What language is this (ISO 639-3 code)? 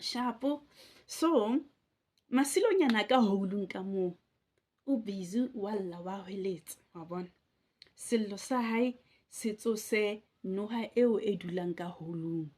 sot